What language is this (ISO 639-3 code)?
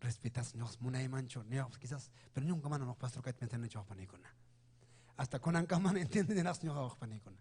quy